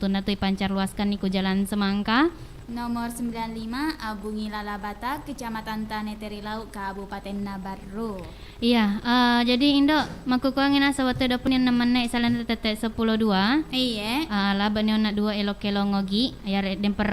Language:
Buginese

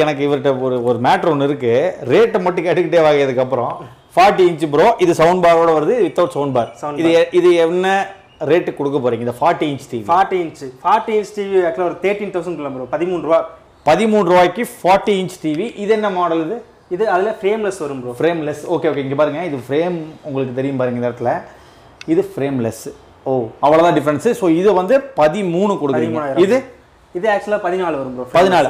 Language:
Tamil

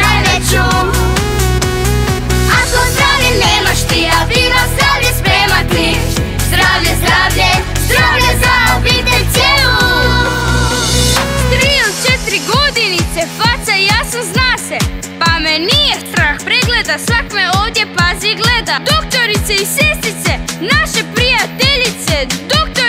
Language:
Croatian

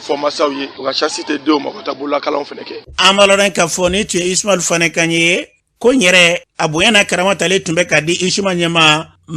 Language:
Bambara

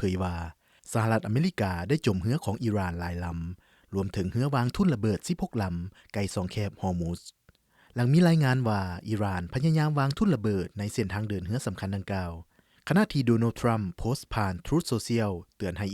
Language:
Lao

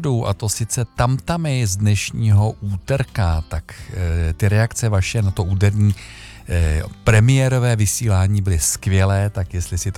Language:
Czech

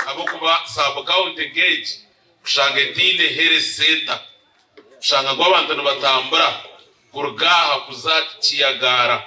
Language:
Nyankole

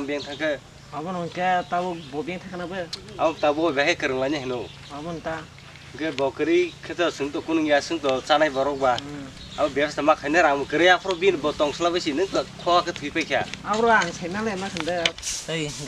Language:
Kok Borok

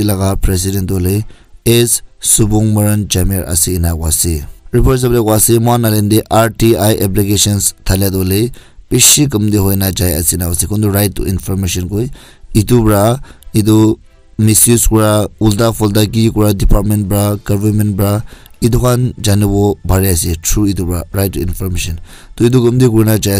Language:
Naga Pidgin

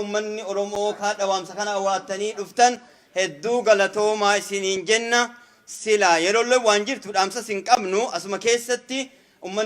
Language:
Oromo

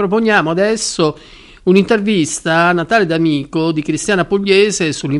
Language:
Italian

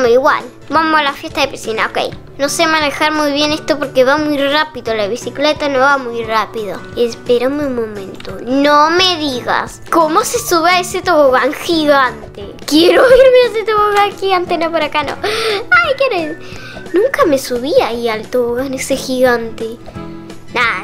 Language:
Spanish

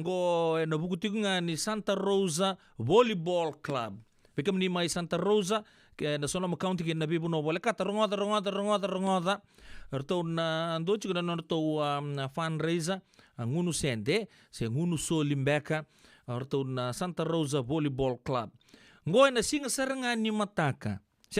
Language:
Fijian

